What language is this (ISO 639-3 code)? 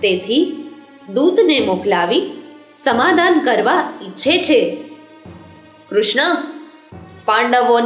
guj